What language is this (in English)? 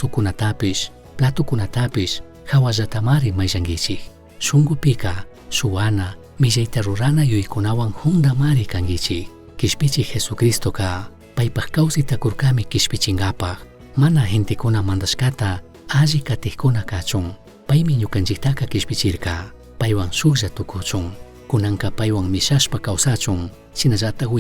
Chimborazo Highland Quichua